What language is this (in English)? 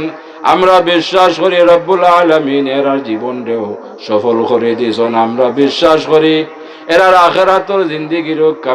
Sylheti